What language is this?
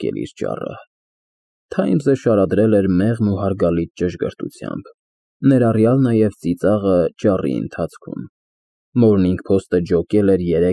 Armenian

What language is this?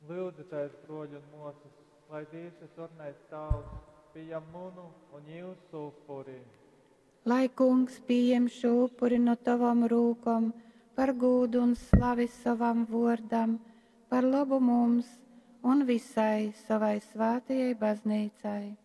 Latgalian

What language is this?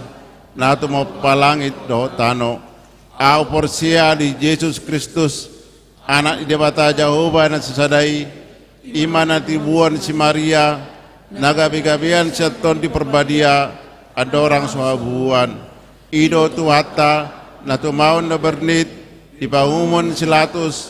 Batak Toba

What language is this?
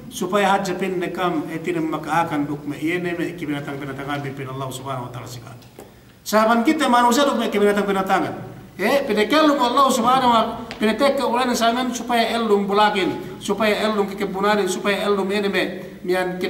Yakan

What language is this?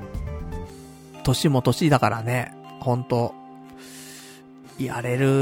Japanese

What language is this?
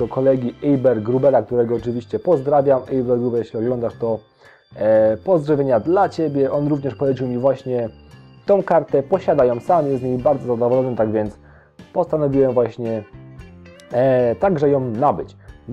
Polish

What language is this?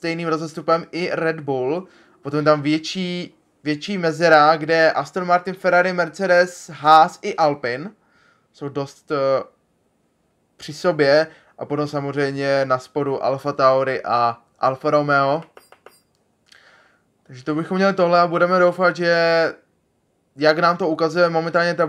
Czech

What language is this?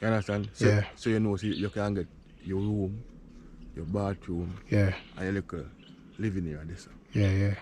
Jamaican Creole English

